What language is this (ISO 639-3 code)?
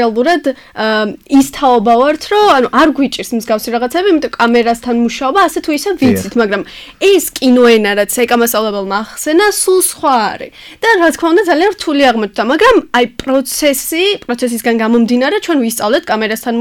kat